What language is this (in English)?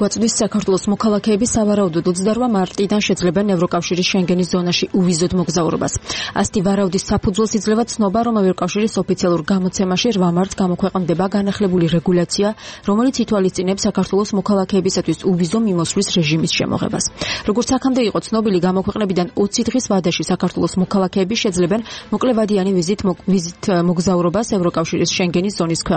Georgian